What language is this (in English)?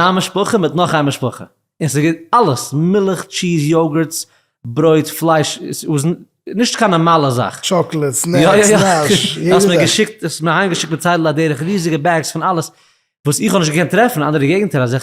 Yiddish